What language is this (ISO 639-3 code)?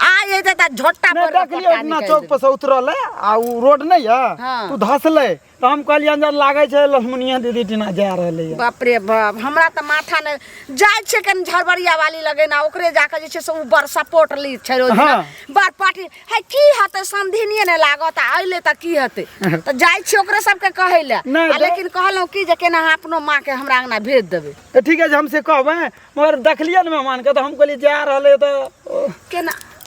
mai